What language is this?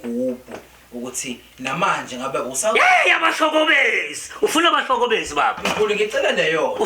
Zulu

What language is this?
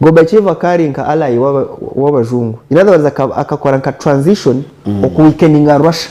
Nyankole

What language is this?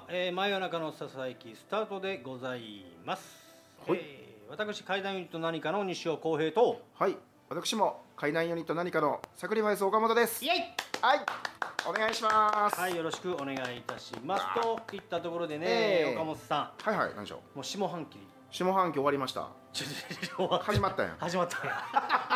Japanese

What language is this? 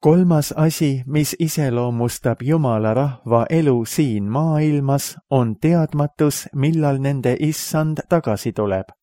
Estonian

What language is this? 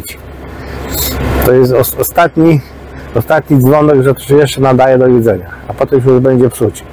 Polish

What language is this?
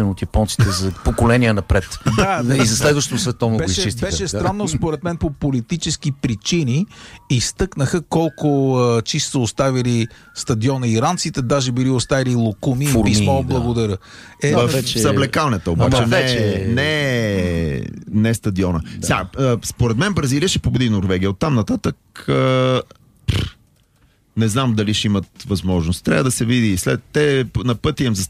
Bulgarian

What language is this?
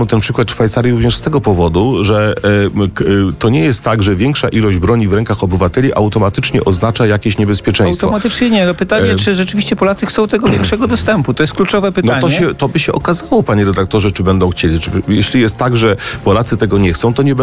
Polish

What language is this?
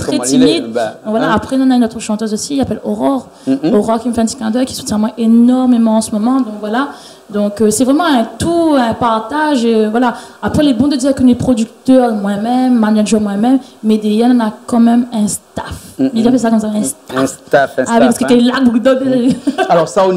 Réunion Creole French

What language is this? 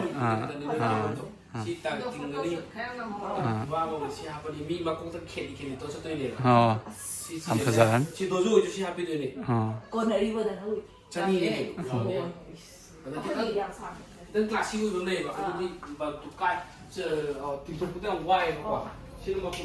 Manipuri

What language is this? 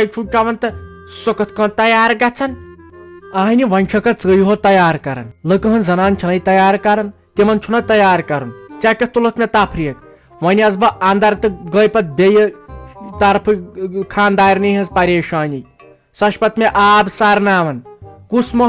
Kashmiri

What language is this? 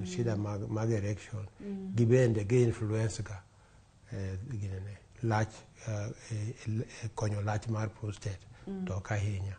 Luo (Kenya and Tanzania)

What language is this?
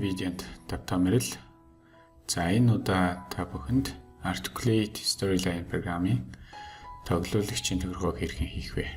Mongolian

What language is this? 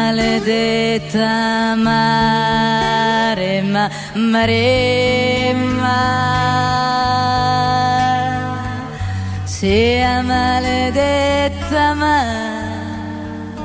Italian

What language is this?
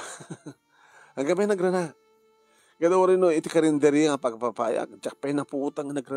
Iloko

